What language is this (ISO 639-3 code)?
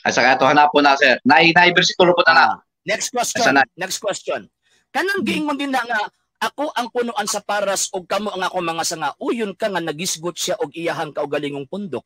ceb